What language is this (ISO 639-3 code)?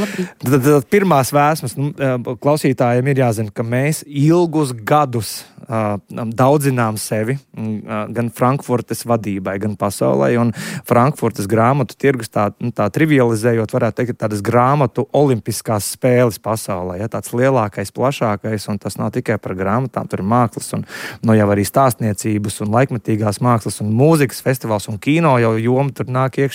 lav